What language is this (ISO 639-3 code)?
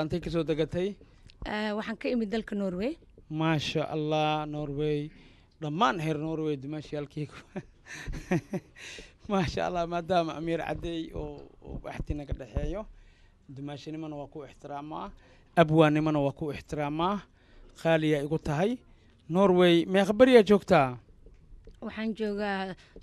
som